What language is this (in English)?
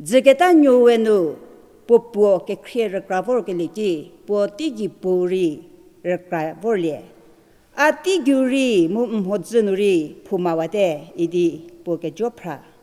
Angami Naga